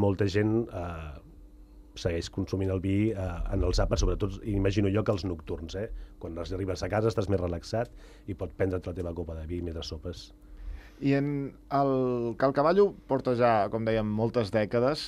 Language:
Catalan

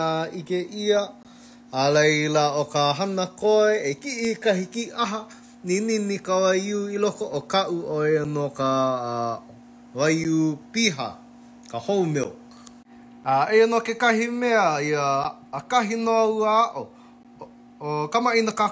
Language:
Hawaiian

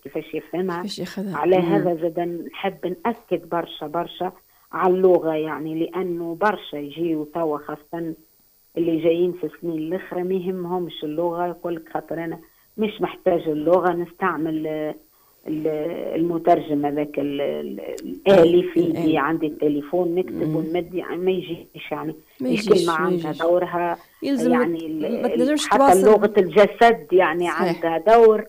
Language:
Tunisian Arabic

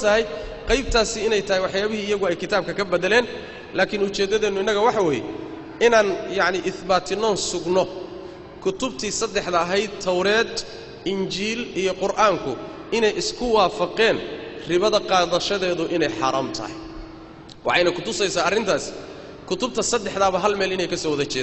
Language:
Somali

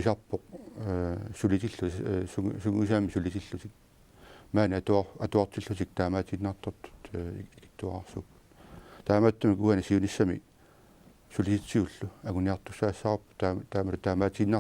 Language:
Kalaallisut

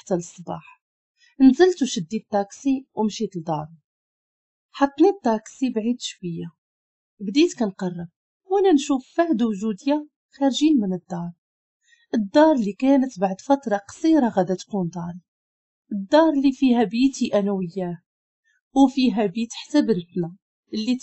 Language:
Moroccan Arabic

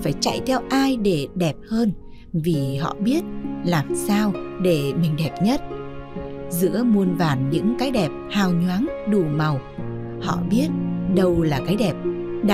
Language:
Vietnamese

